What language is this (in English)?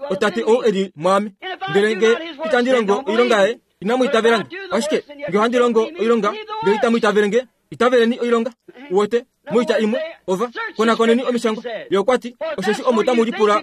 Kuanyama